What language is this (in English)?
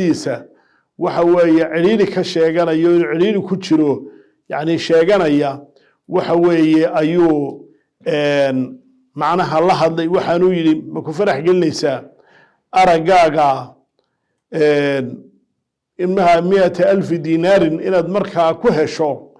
Somali